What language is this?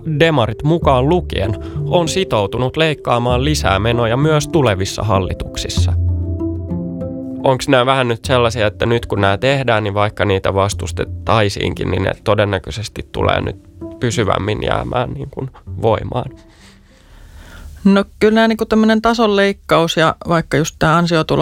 Finnish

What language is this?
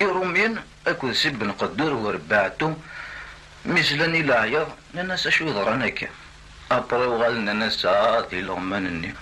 Kabyle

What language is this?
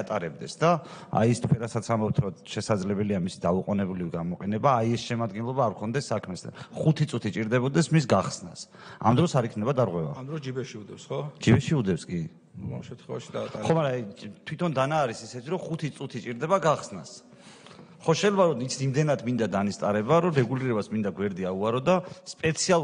Georgian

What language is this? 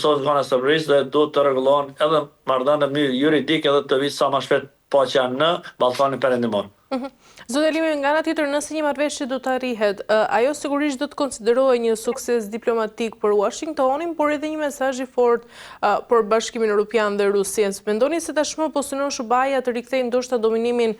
Albanian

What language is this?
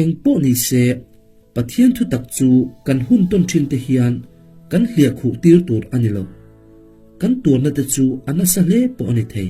Mizo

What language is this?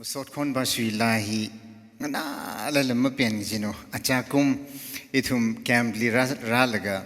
Tangkhul Naga (India)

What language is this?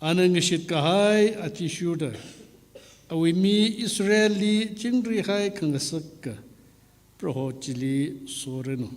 Tangkhul Naga (India)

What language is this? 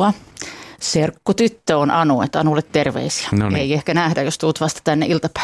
Finnish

